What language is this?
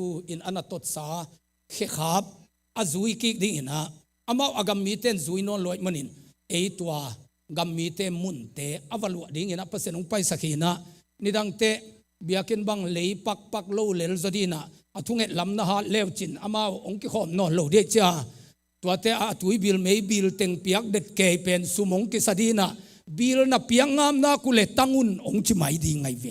Tedim Chin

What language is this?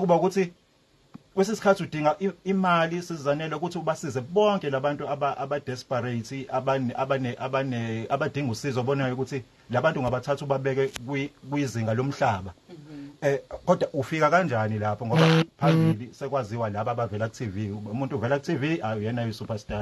Zulu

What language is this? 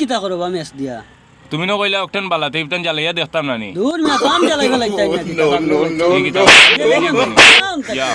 Sylheti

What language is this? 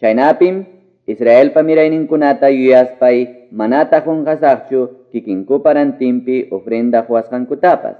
Quechua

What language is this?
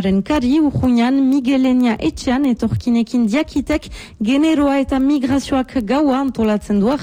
Basque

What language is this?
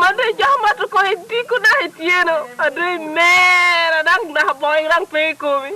Lango (Uganda)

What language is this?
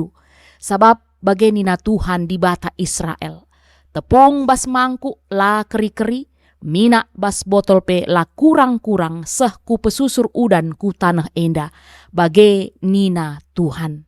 Batak Karo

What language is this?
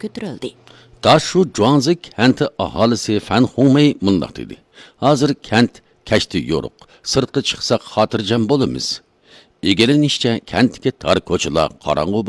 Uyghur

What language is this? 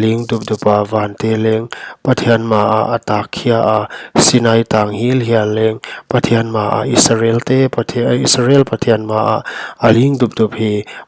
Paite Chin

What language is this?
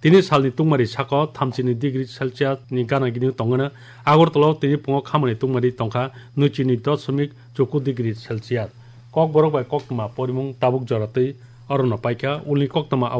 Kok Borok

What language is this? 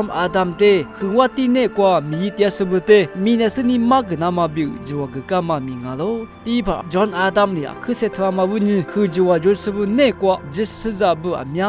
Lisu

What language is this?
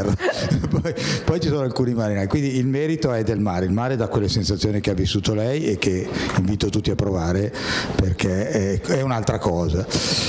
Italian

